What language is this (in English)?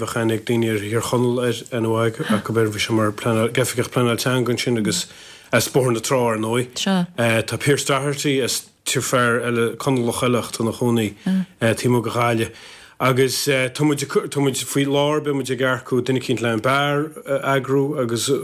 Irish